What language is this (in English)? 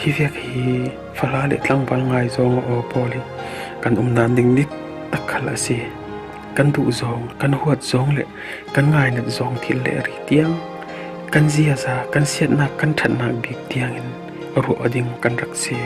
Falam Chin